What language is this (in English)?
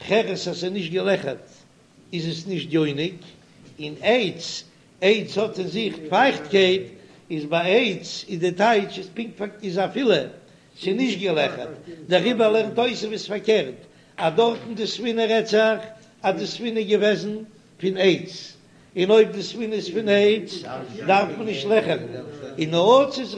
Yiddish